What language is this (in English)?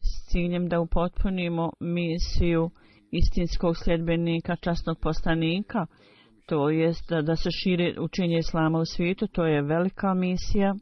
Bosnian